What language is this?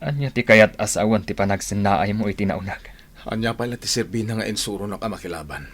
Iloko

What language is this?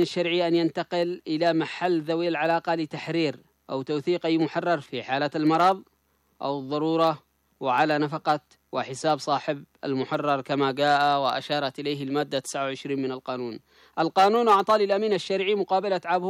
Arabic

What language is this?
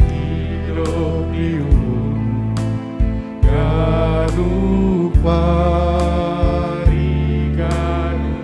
Batak Simalungun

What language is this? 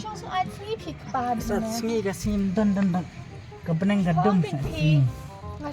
Khasi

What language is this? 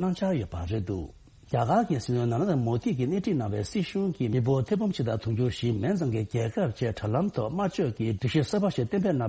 Tibetan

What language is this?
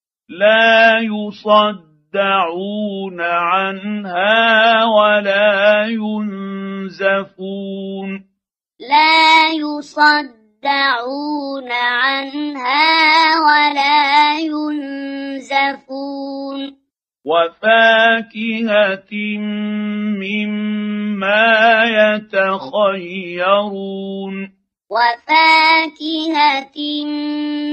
Arabic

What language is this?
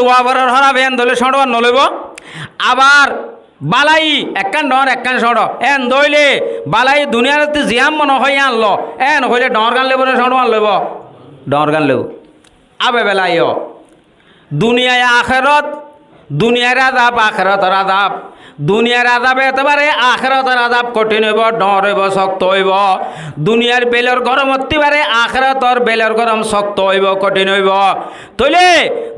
Rohingya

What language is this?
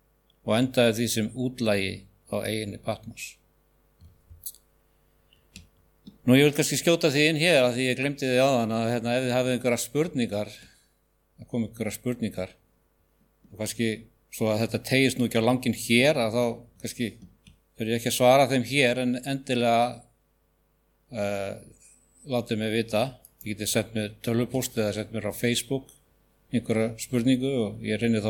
Icelandic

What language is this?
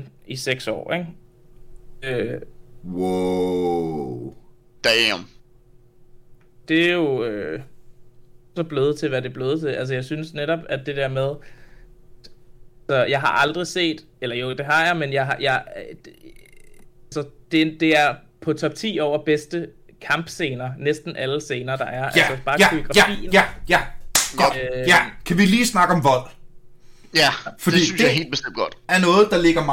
Danish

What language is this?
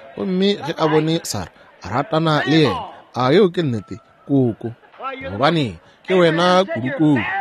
Northern Sotho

